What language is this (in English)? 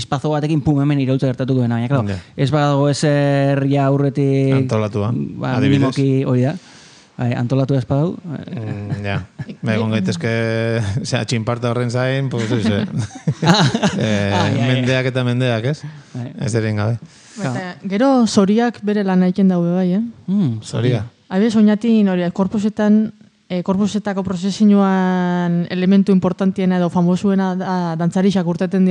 Basque